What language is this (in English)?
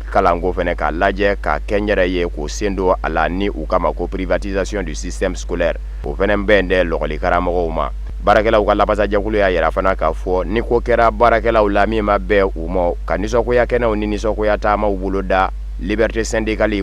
Bambara